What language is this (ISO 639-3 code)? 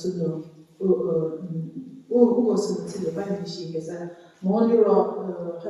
njm